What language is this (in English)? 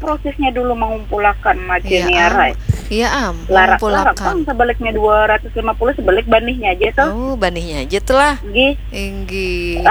Banjar